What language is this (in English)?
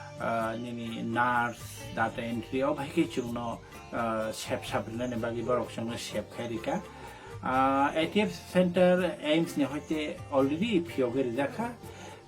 Kok Borok